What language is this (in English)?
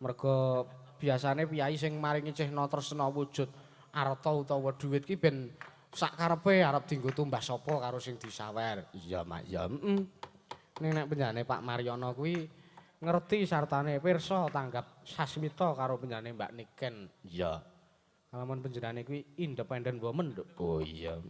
Javanese